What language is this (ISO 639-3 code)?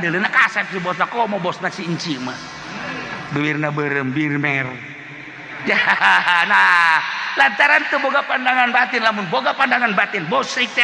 sun